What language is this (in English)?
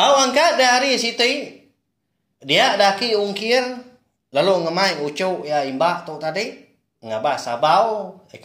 Iban